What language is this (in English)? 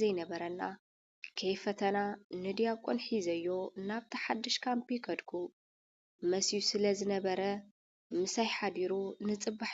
Tigrinya